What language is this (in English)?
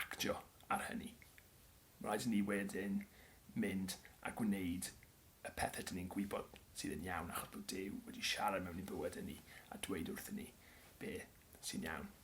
Welsh